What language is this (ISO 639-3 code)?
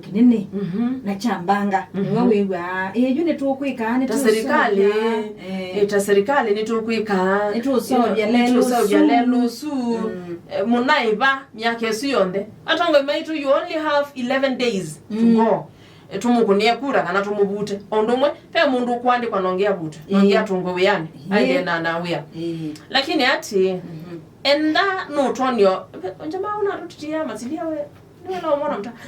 kam